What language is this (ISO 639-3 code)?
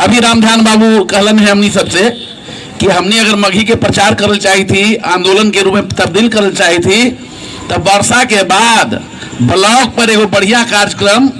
mag